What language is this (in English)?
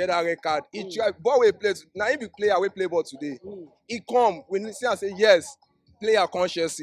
Nigerian Pidgin